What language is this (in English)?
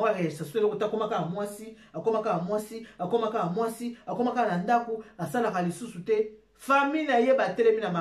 Lingala